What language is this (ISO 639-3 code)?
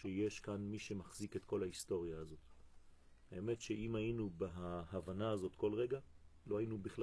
heb